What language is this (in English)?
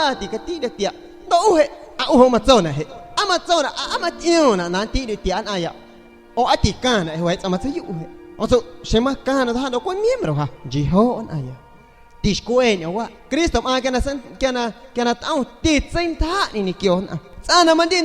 San Pedro Amuzgos Amuzgo